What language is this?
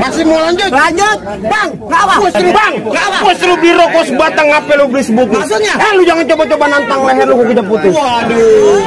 Betawi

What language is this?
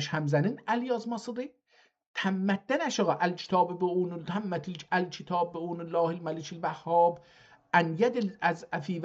South Azerbaijani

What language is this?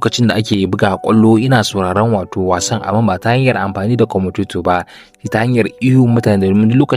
Hausa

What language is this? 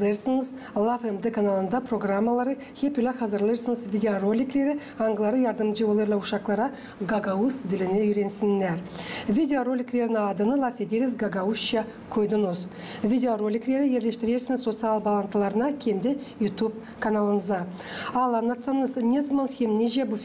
Gagauz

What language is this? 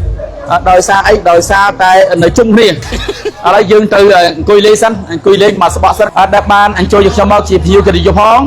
Khmer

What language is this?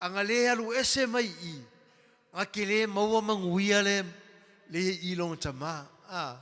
Samoan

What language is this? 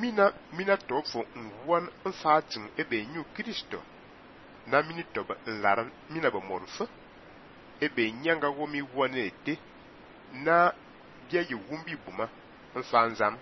Fang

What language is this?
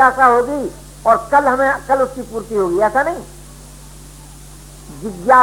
Hindi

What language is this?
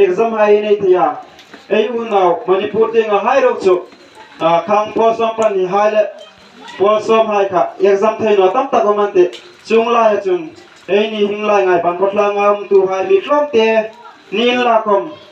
Hmar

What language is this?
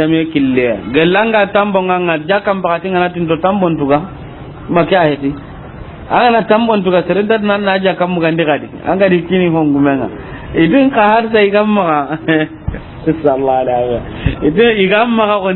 Soninke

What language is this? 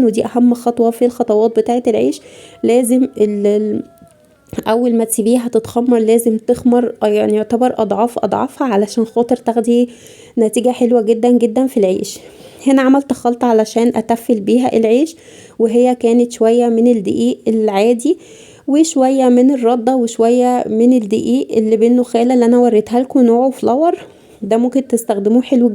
Egyptian Arabic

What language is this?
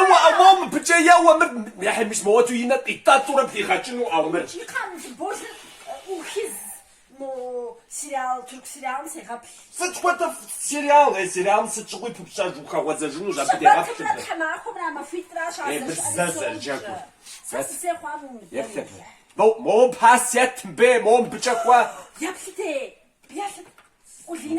Kabardian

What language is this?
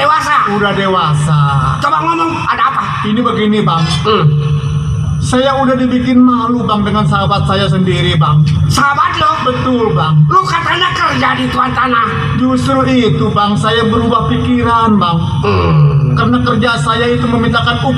Betawi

